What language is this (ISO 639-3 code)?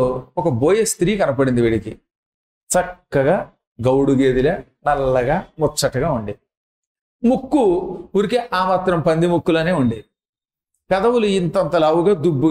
tel